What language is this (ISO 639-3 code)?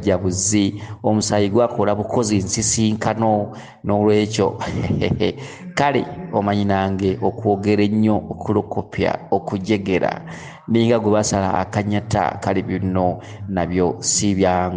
lug